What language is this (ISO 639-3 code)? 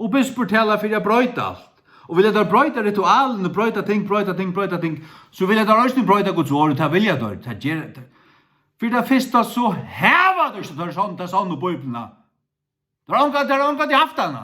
fao